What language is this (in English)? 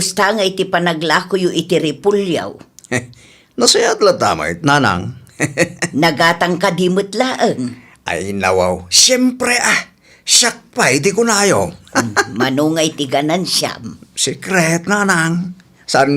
Iloko